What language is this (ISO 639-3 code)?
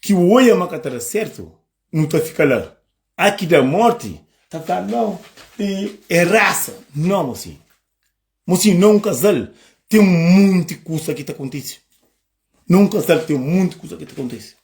kea